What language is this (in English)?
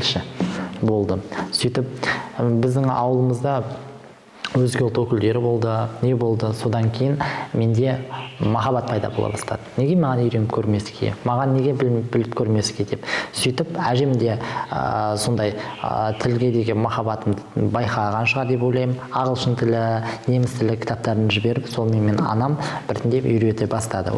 Kazakh